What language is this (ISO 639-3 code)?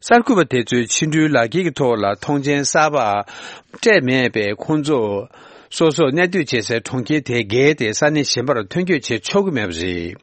bod